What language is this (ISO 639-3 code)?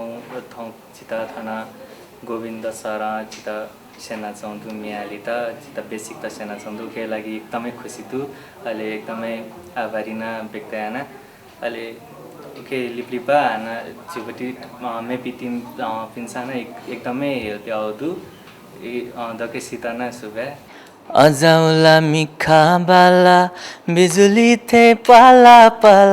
new